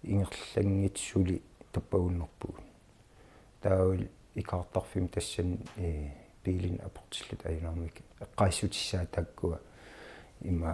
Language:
Kalaallisut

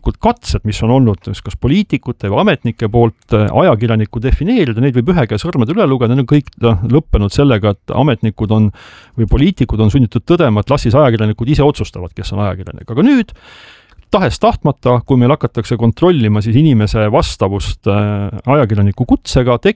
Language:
Estonian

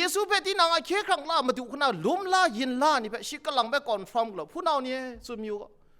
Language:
Kachin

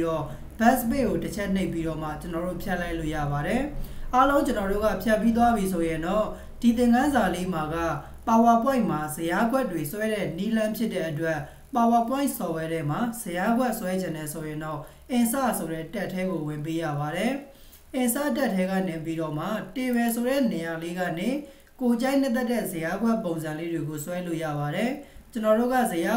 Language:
Burmese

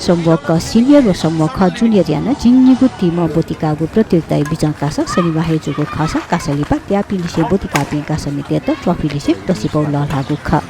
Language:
Newari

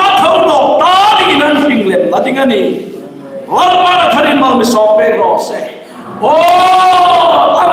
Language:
Hmar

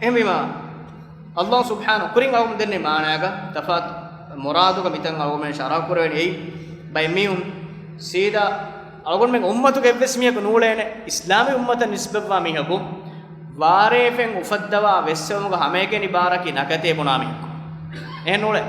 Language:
Divehi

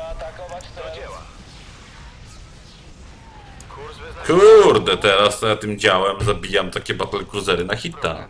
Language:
Polish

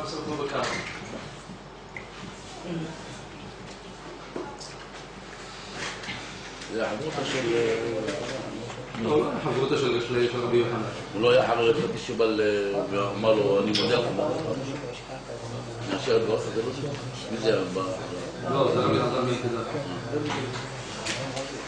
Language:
Hebrew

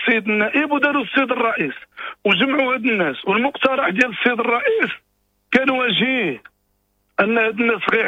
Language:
Moroccan Arabic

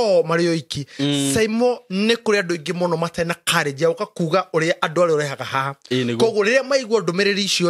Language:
Kikuyu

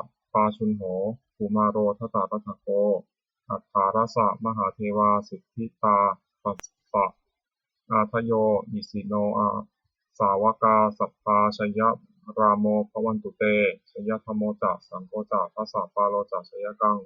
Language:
Pali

